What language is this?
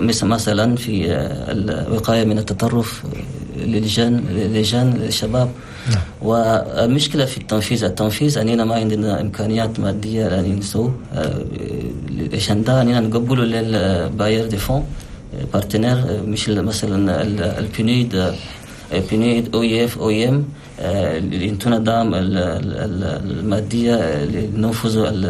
Chadian Arabic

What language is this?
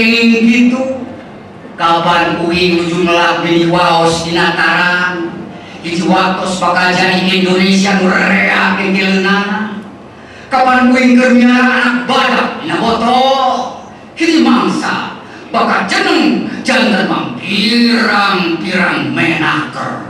Sundanese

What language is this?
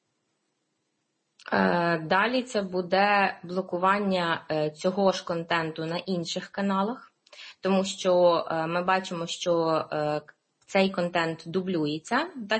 Ukrainian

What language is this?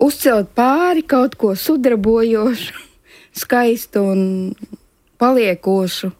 Latvian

